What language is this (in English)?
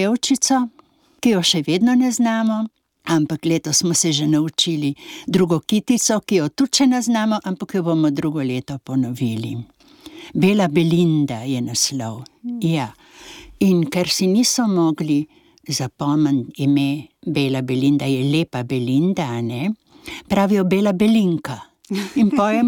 Slovenian